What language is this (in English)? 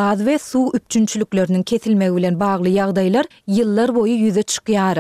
Turkmen